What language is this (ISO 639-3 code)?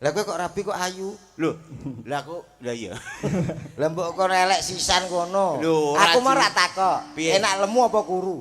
jav